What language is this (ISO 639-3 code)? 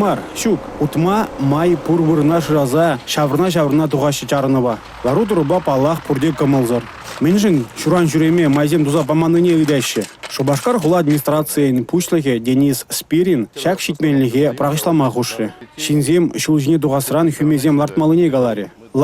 chv